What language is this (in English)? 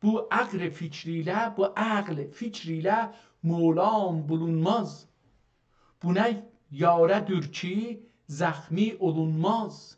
South Azerbaijani